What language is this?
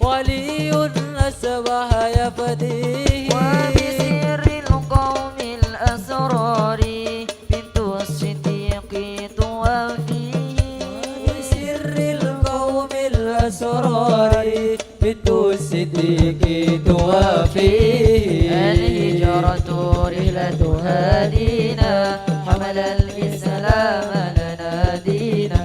Madurese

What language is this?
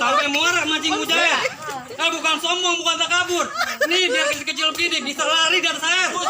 Betawi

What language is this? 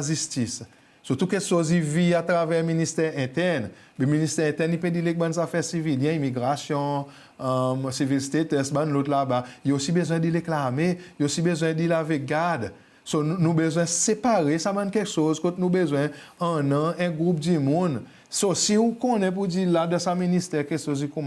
Seselwa Creole French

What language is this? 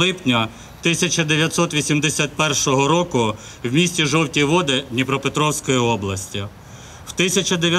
Ukrainian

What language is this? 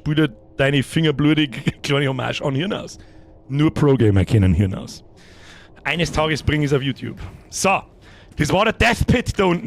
Bavarian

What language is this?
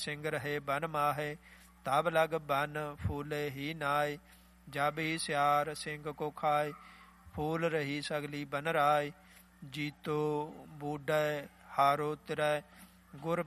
Punjabi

